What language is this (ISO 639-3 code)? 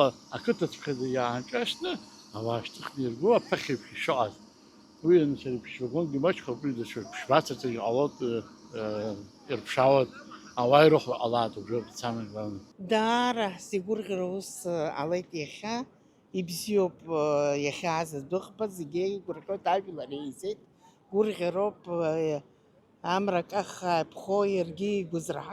abk